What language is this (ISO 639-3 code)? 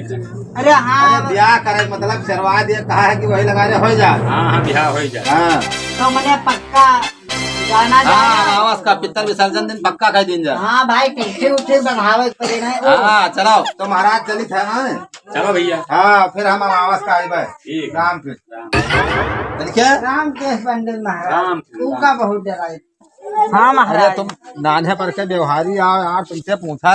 awa